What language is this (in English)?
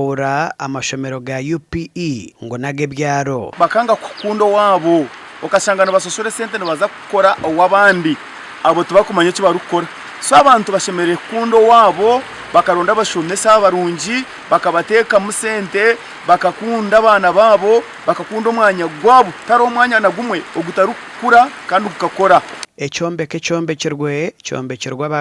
Nyankole